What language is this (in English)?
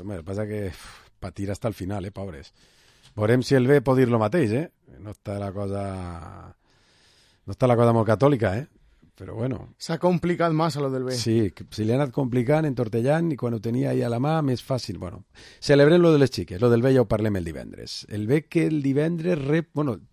Catalan